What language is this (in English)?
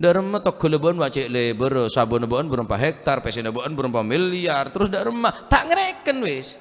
Madurese